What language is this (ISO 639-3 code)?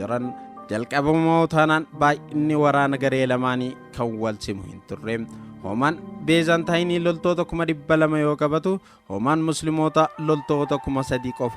orm